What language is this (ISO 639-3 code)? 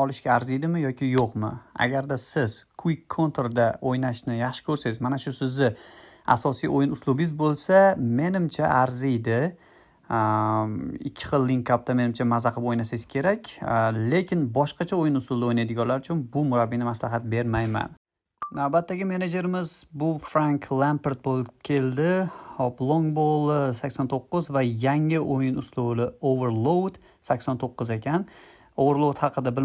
uzb